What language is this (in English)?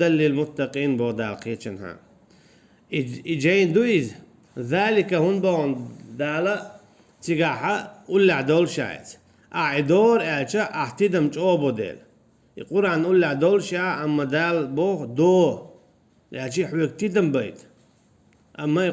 Chechen